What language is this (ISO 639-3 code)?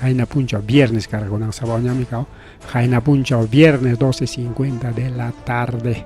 quy